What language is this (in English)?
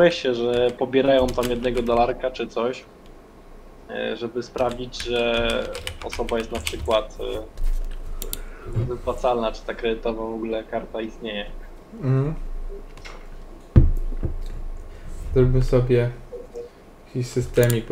Polish